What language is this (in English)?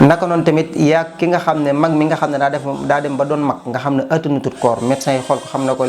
Wolof